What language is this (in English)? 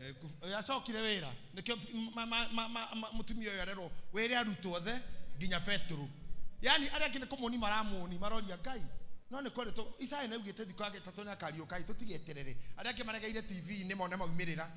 Kikuyu